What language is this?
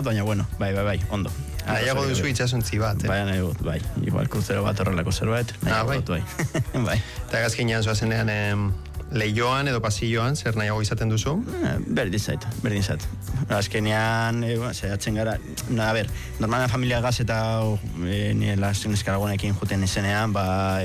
Basque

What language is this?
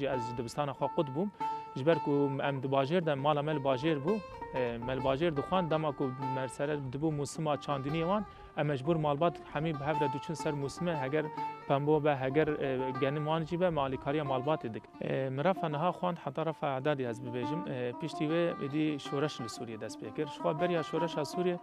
Kurdish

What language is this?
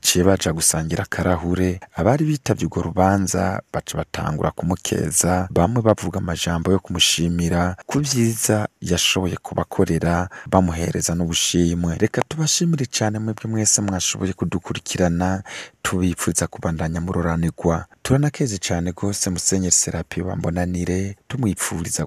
Rundi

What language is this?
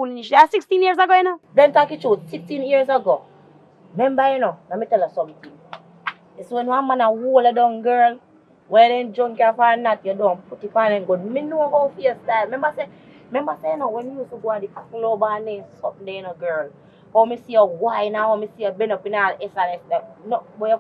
Jamaican Creole English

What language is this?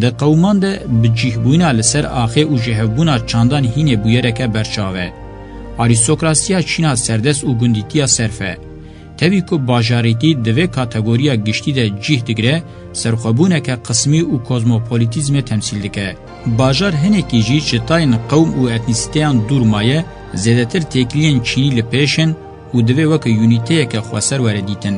Kurdish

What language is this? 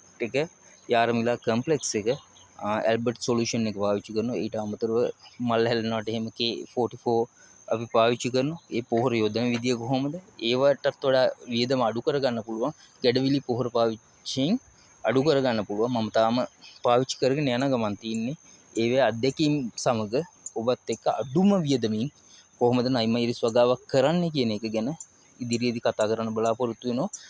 Sinhala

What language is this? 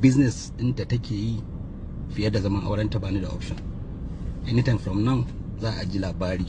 Hausa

